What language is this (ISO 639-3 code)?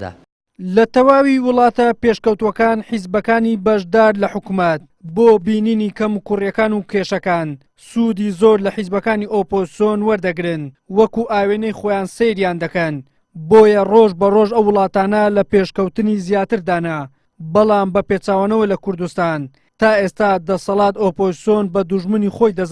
ckb